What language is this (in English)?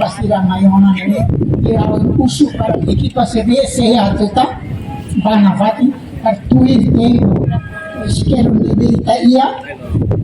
Tetum